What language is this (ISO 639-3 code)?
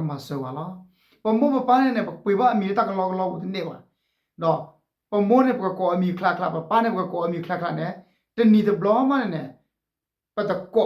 ksw